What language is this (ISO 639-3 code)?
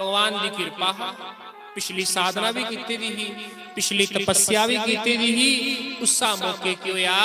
doi